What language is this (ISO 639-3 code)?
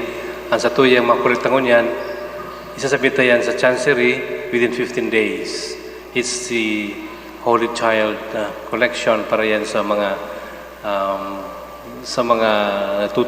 bik